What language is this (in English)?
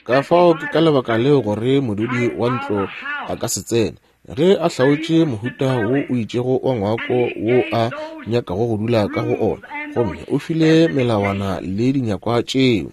Northern Sotho